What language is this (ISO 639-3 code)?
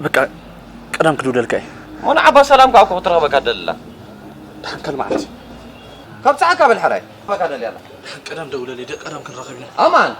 tir